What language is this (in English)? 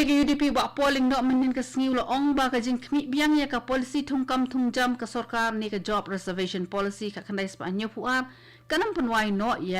Khasi